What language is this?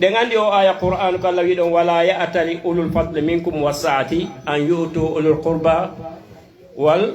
Fula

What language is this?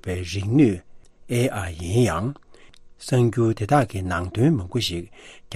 Tibetan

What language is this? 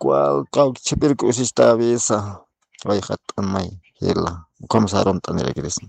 Aymara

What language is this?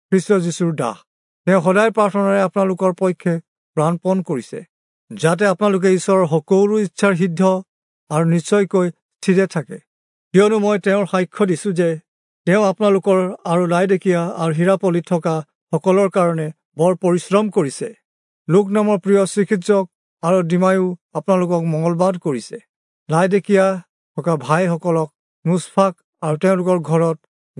Assamese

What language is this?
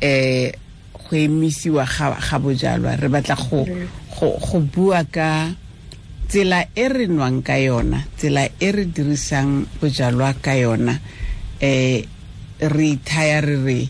Tswana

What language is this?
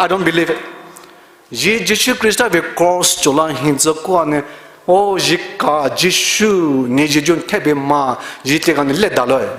Poumei Naga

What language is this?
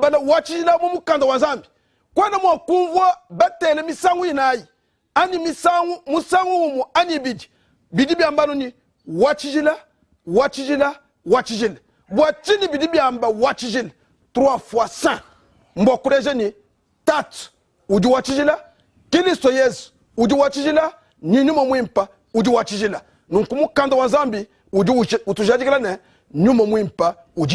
Luba-Lulua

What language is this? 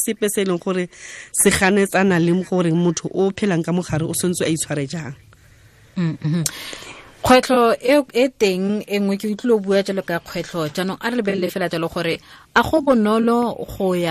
Tswana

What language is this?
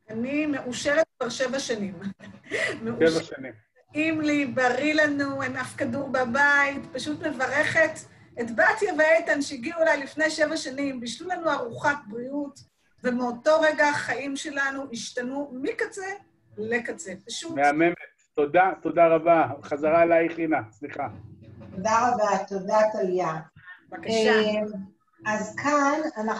Hebrew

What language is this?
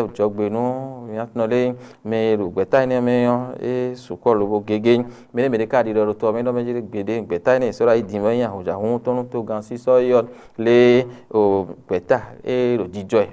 Fon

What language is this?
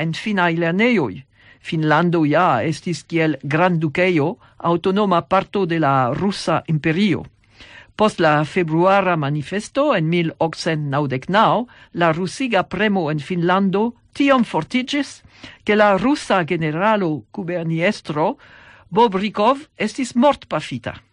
Esperanto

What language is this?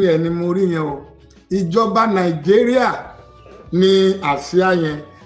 Yoruba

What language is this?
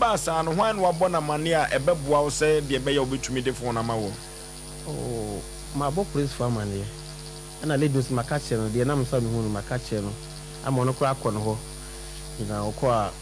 Akan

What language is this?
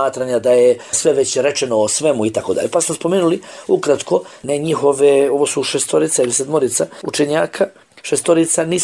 Bosnian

